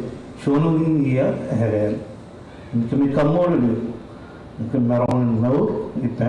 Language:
Marshallese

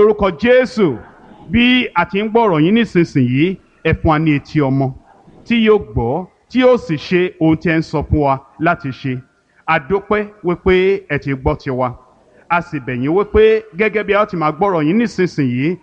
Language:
Yoruba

